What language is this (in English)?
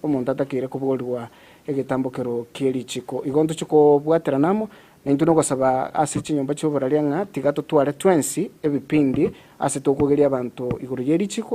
Gusii